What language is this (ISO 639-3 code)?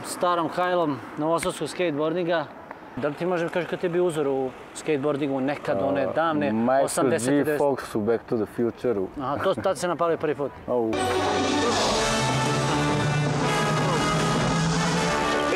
srp